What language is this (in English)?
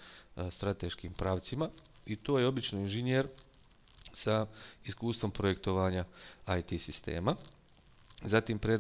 Bosnian